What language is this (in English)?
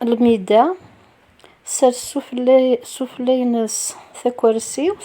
Kabyle